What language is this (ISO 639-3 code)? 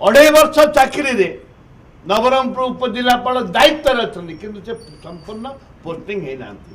ori